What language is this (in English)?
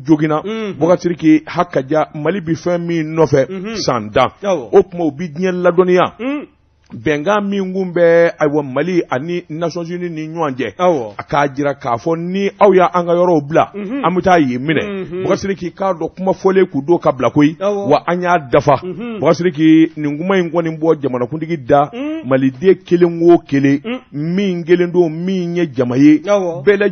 Bambara